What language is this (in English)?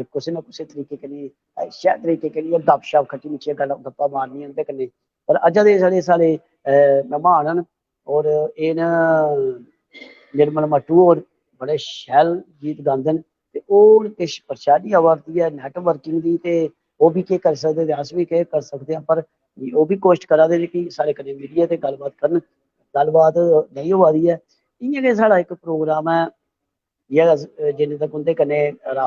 Dogri